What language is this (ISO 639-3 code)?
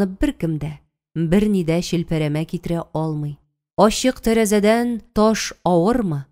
tat